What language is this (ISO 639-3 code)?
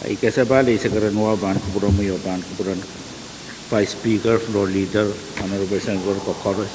pon